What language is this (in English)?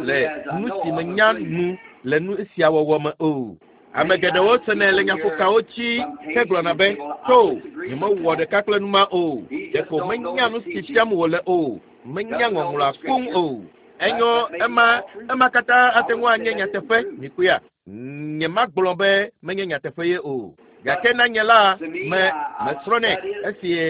Ewe